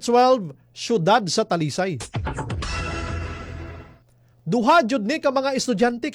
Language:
Cebuano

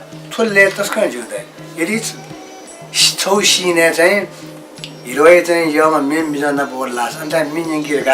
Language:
Newari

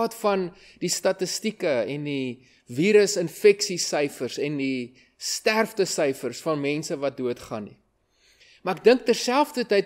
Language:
Afrikaans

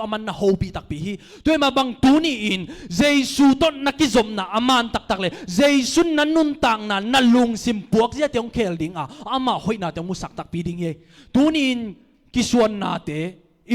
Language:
Tedim Chin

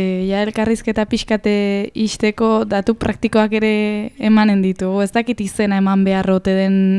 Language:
Basque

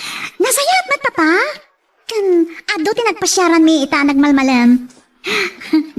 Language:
Iloko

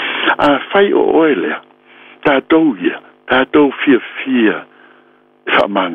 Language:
Samoan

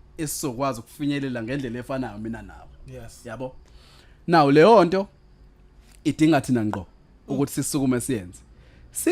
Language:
Zulu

